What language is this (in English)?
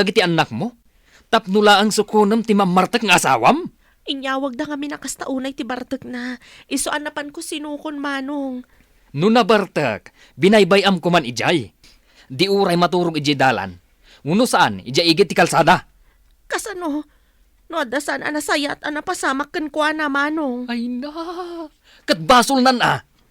Iloko